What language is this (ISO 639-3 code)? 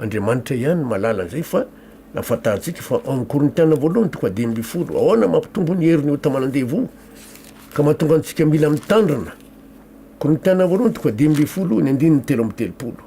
mlg